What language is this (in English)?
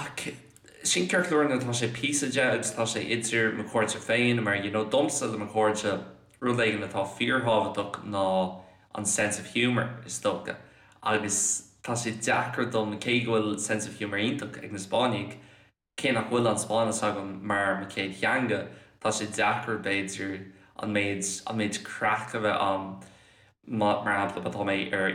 Irish